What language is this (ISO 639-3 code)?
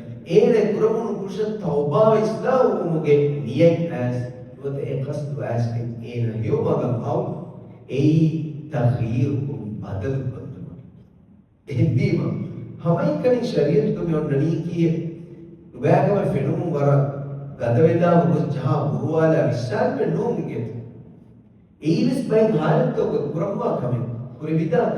div